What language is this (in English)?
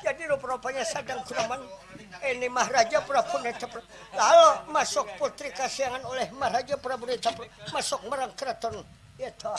Banjar